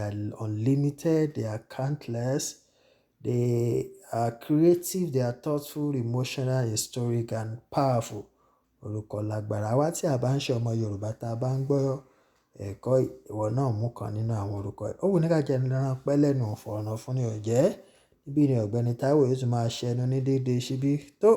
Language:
Yoruba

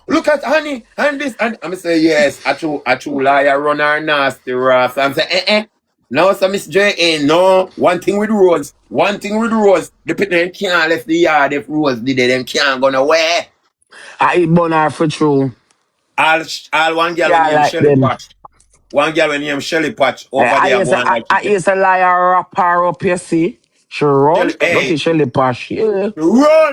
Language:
Jamaican Creole English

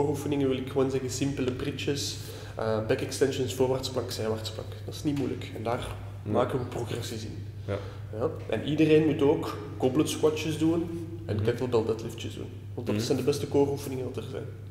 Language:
Dutch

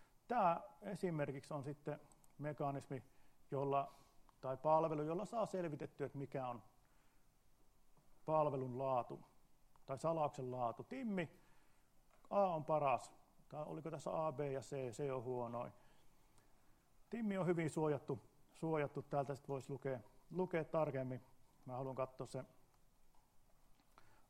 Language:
Finnish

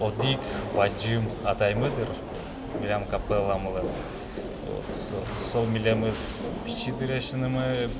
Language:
Udmurt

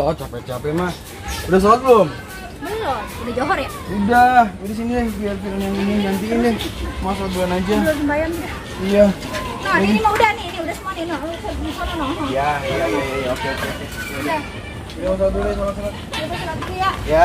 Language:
Betawi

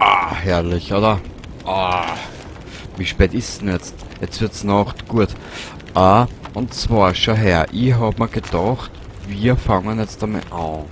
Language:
Bavarian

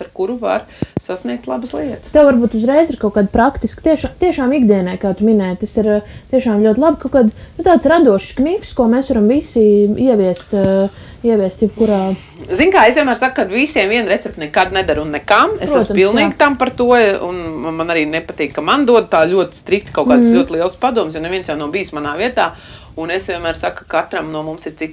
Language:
Latvian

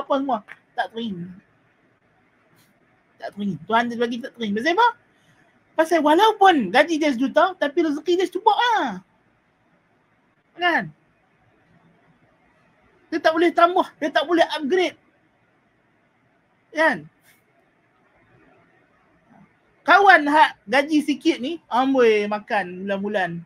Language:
Malay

